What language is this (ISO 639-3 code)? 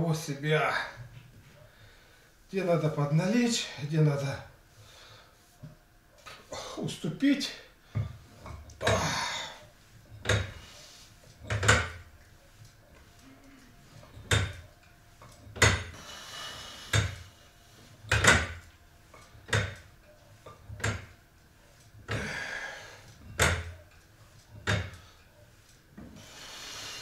rus